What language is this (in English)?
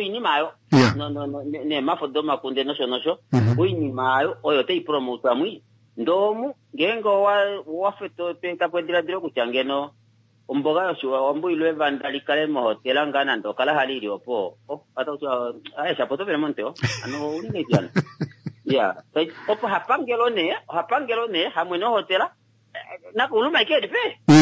Kuanyama